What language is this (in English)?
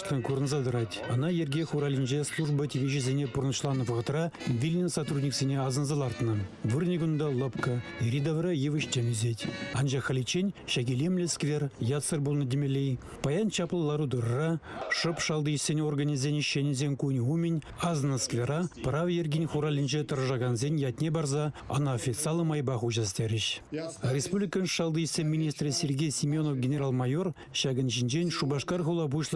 Chuvash